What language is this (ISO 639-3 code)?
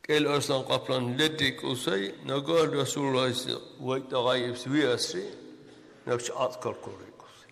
dar